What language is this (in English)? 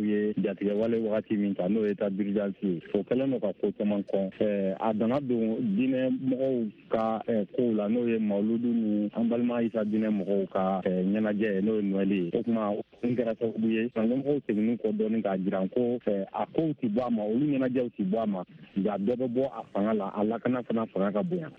Bambara